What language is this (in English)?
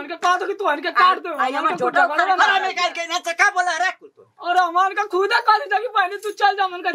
Bhojpuri